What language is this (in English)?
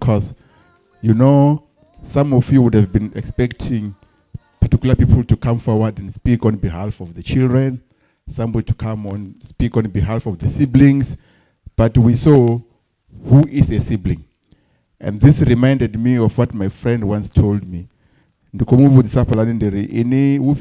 Venda